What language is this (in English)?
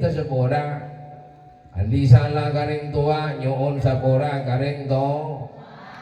Madurese